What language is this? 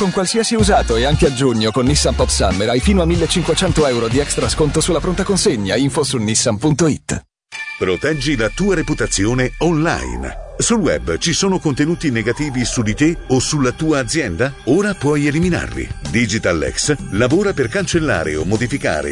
Italian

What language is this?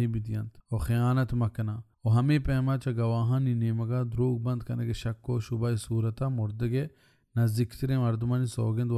Baluchi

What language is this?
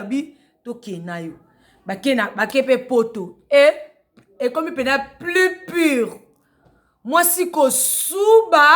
Lingala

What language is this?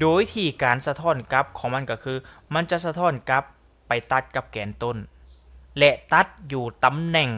Lao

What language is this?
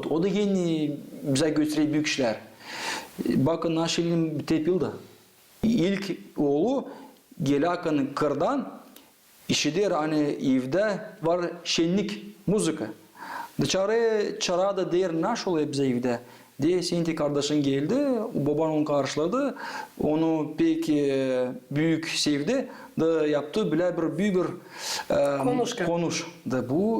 Gagauz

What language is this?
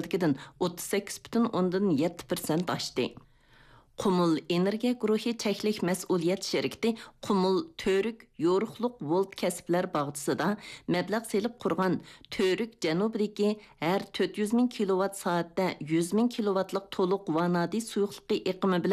Uyghur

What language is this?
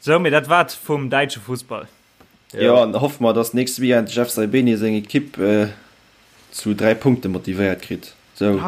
Luxembourgish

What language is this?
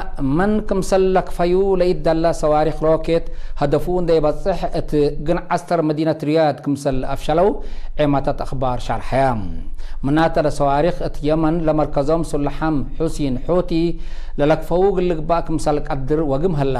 Tigre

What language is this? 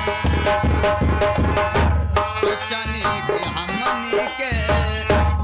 Bhojpuri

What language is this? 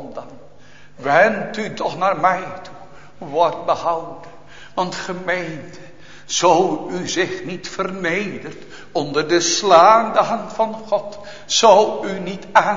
Dutch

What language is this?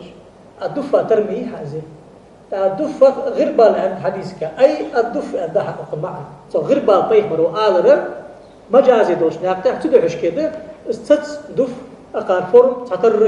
Ingush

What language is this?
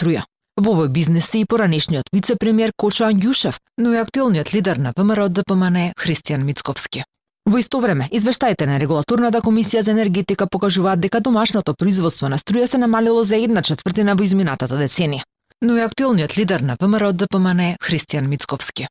Macedonian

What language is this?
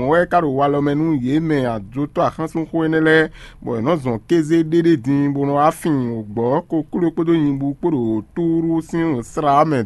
Fon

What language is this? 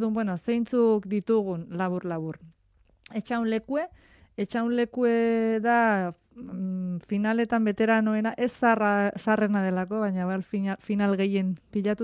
Basque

